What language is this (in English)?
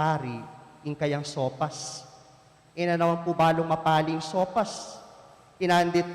Pampanga